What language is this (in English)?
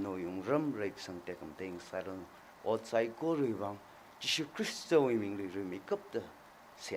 Tangkhul Naga (India)